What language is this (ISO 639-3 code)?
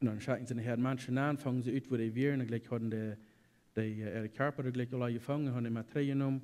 pdt